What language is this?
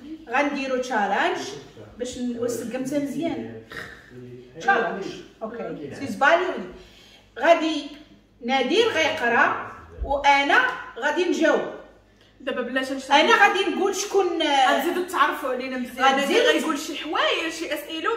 Moroccan Arabic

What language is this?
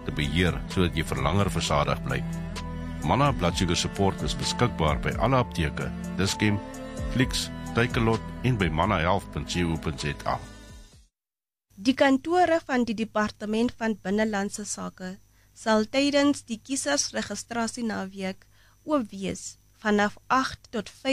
Afrikaans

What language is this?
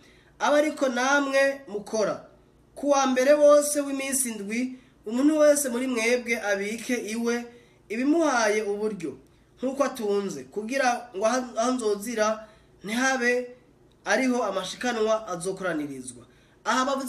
Rundi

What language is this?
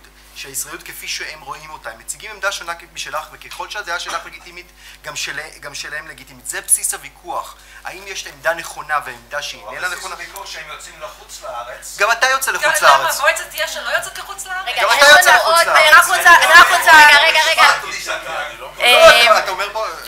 Hebrew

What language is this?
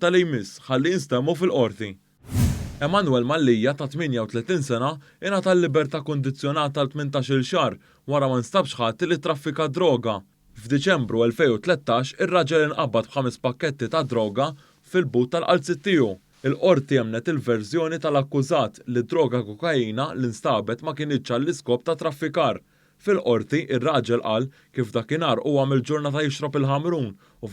Maltese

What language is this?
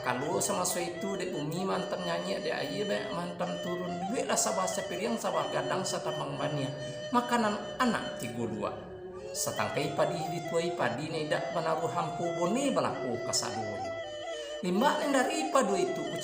Minangkabau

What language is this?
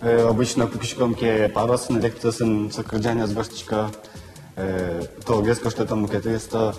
Udmurt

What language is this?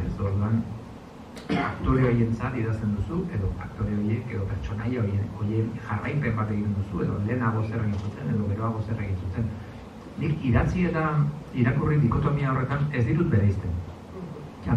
Basque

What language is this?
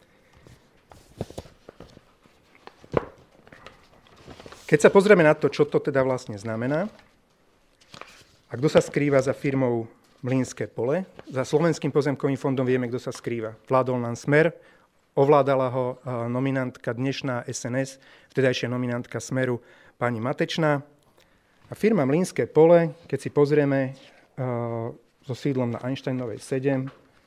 Slovak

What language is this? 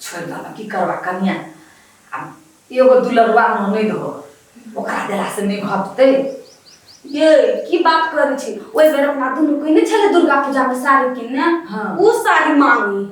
Maithili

